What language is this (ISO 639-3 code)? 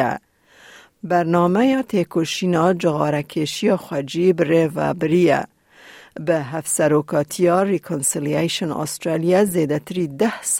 kur